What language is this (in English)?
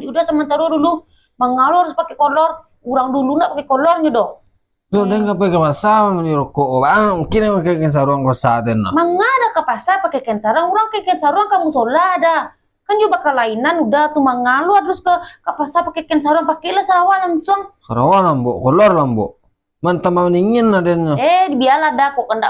Minangkabau